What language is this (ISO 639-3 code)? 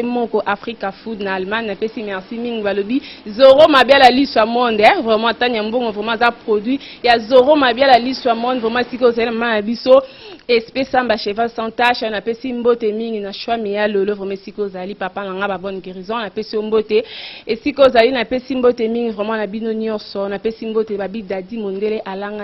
lin